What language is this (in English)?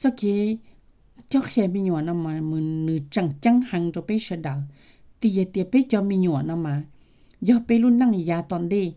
Hmong